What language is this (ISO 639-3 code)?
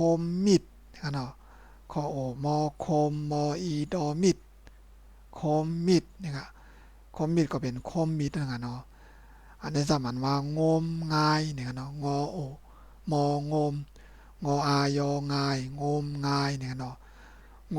shn